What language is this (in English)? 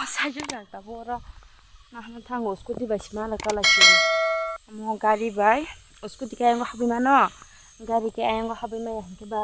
Kok Borok